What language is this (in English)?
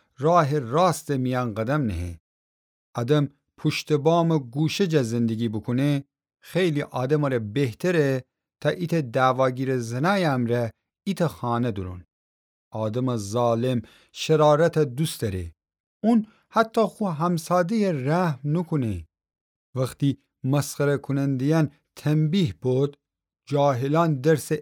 Gilaki